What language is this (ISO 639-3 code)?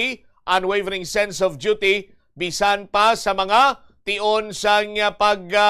hil